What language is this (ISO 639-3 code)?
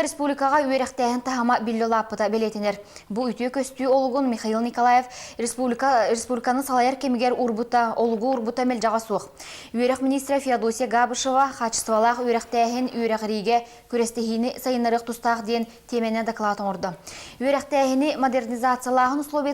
sah